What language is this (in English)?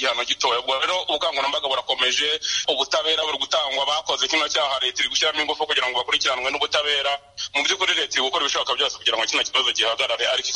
Kinyarwanda